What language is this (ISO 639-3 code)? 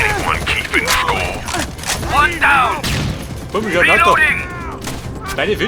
bar